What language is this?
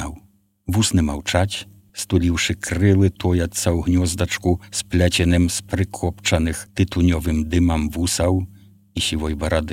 Belarusian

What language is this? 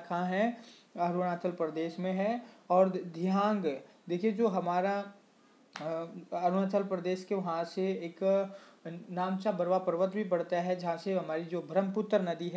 Hindi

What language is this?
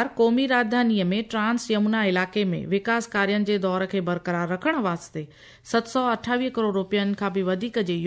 Sindhi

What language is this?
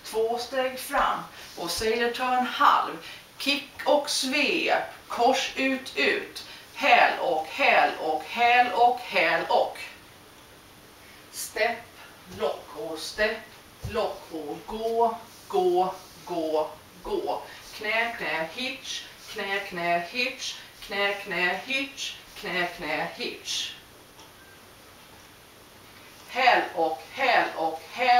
Swedish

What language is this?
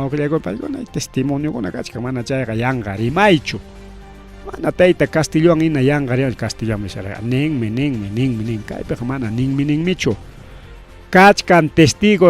Ayacucho Quechua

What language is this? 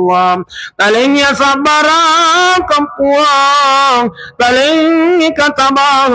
Buginese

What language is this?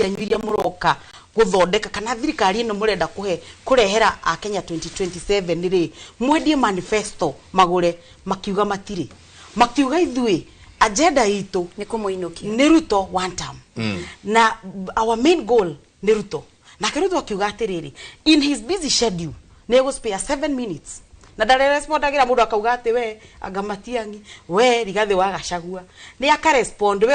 Kikuyu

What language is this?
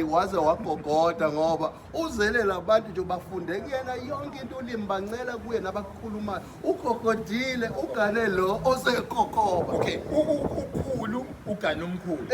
Zulu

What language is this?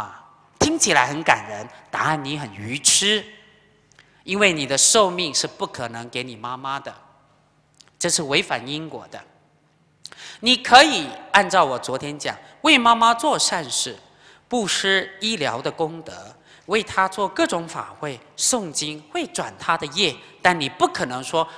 Chinese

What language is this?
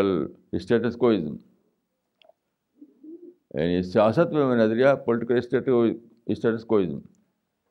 Urdu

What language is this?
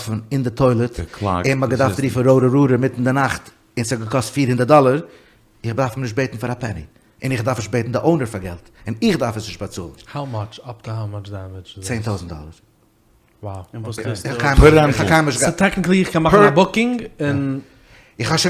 Yiddish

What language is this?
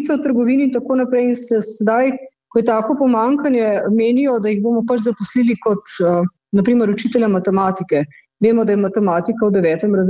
Slovenian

